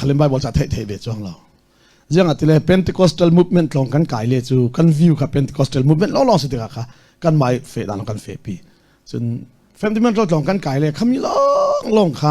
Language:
Hakha Chin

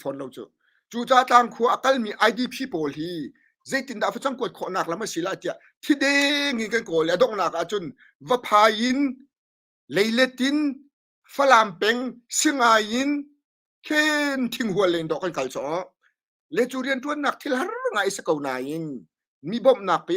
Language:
Hakha Chin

